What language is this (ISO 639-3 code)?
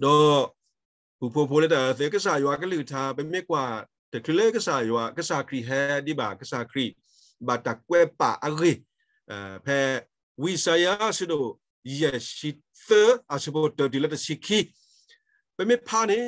ksw